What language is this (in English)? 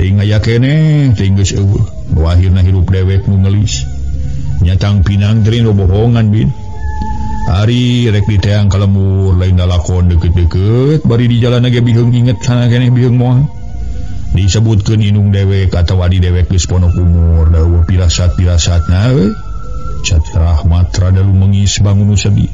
Sundanese